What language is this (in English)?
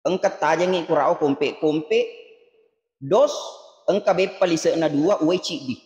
Buginese